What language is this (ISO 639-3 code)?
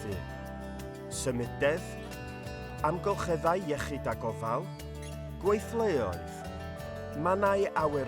cym